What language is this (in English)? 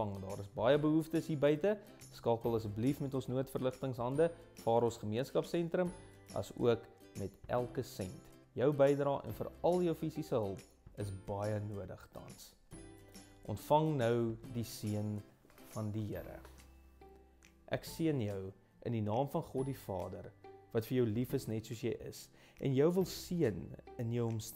Afrikaans